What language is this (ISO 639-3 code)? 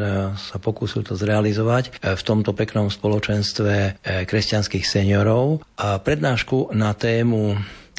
slk